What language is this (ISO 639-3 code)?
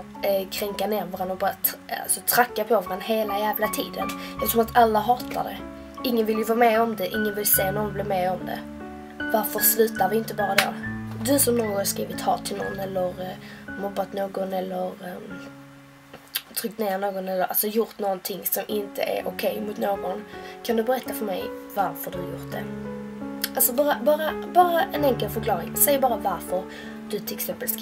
swe